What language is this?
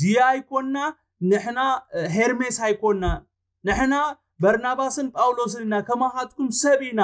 Tigrinya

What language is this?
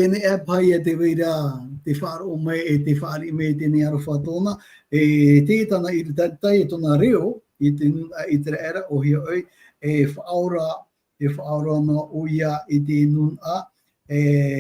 Tahitian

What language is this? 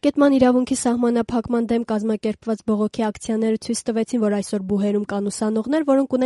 Armenian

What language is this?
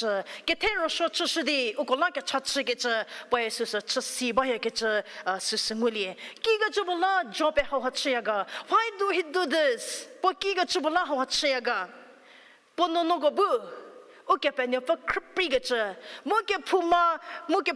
Angami Naga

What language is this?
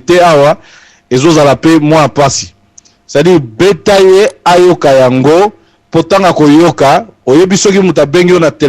Lingala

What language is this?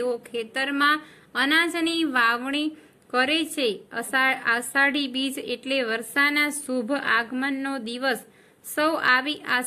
Gujarati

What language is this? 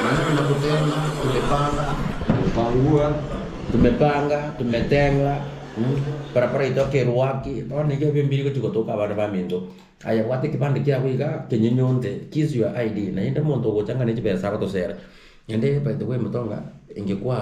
Gusii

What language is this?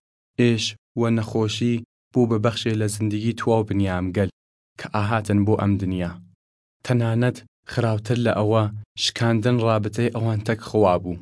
Southern Kurdish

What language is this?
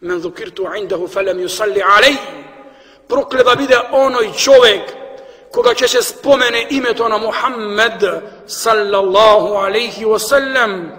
Macedonian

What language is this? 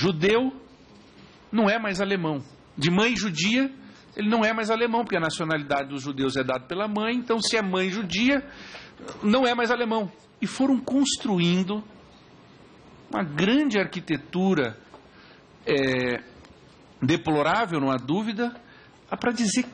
Portuguese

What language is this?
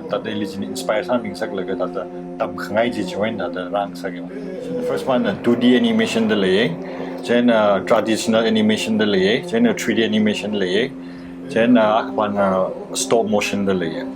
Tangkhul Naga (India)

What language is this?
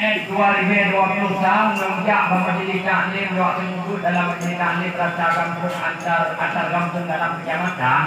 Achinese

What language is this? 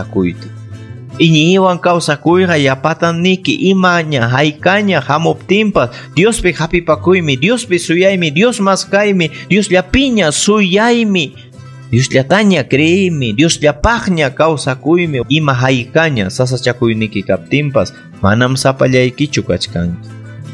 Ayacucho Quechua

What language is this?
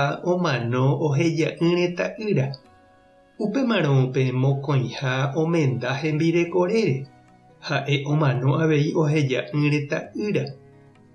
Guarani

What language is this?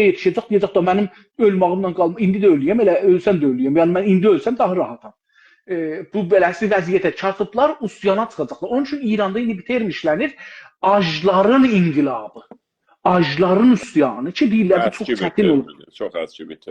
South Azerbaijani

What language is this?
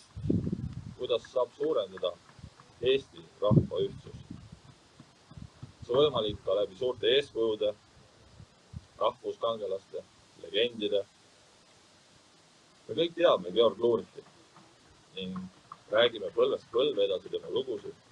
Estonian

